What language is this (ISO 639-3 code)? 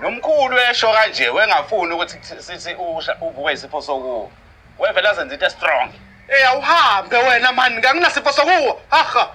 zul